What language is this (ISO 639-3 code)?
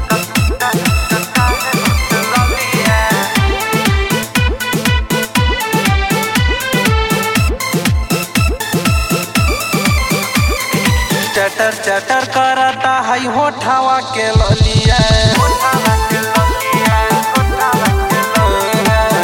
bho